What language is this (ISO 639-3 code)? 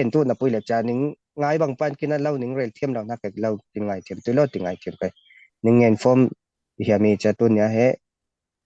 cfm